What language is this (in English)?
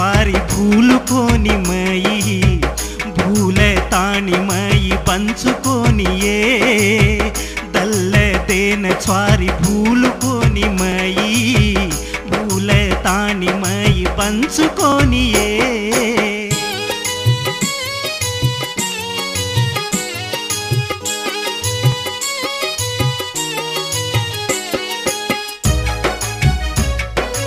Telugu